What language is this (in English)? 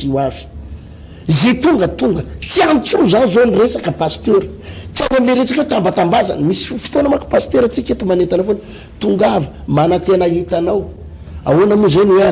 Malagasy